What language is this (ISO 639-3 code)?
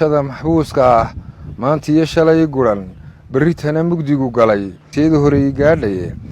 som